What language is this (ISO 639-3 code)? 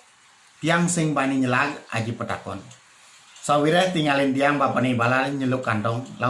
ban